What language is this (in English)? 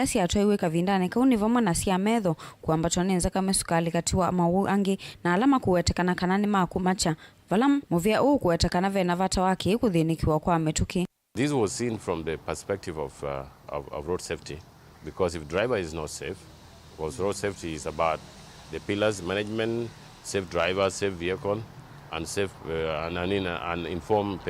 Kamba